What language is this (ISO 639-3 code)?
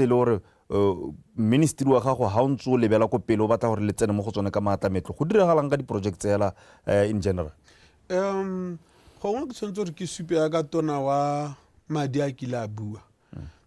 tsn